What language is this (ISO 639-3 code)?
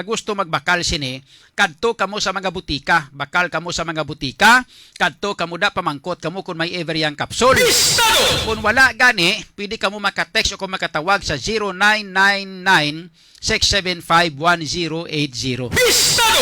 hil